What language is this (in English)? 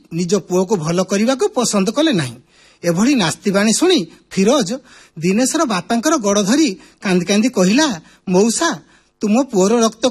Odia